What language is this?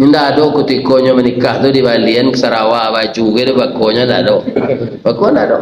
Minangkabau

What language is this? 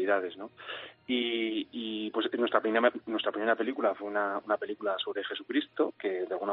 Spanish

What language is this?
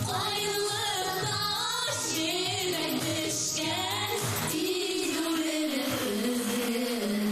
Bashkir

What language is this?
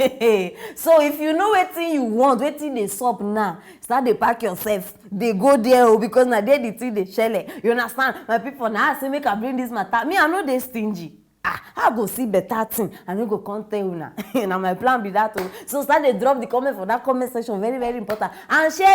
Nigerian Pidgin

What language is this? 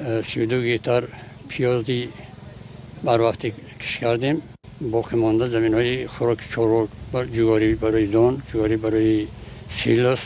Tajik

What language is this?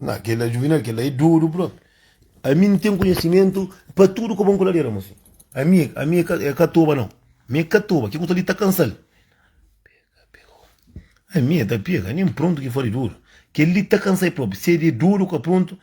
Kabuverdianu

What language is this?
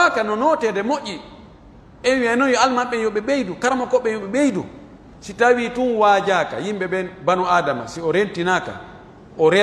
Pular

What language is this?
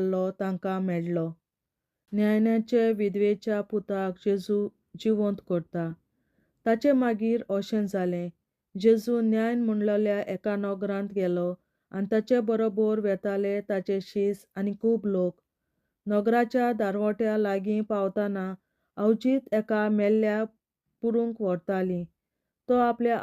Konkani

